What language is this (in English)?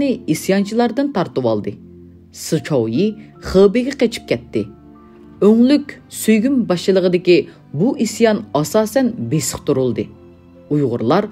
Uyghur